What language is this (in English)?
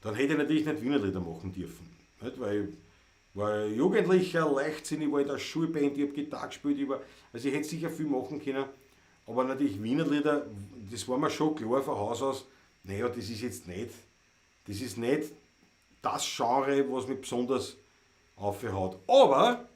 Bavarian